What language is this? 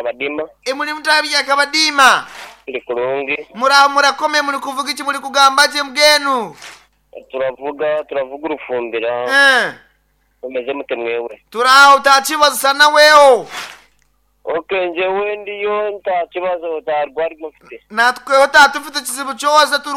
Nyankole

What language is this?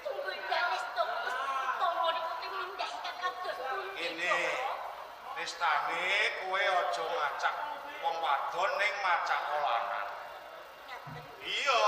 Javanese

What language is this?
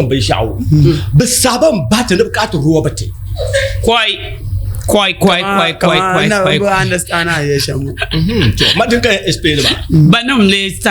Dagbani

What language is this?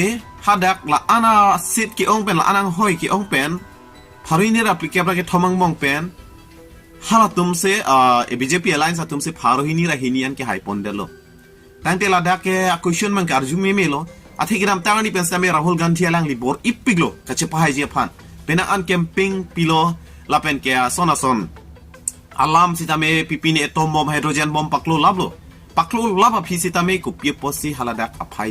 Karbi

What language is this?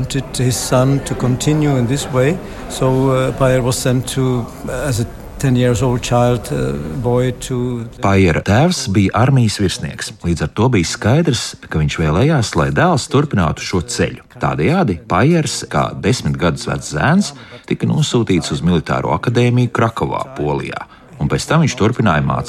Latvian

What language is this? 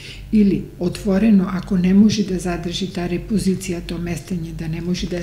Macedonian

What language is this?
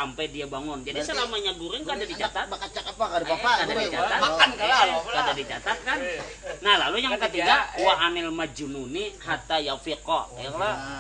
Banjar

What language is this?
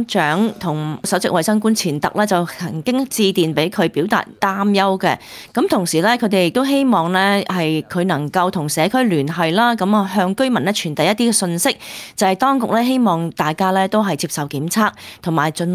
Cantonese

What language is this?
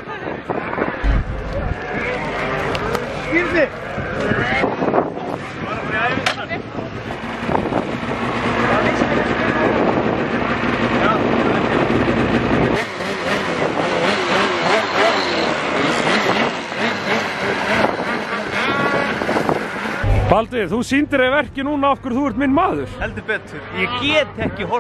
Icelandic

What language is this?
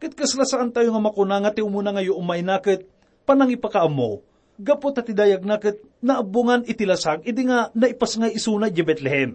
Iloko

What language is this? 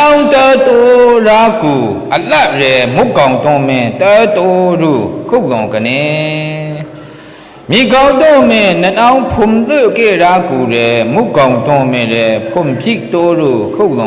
Maru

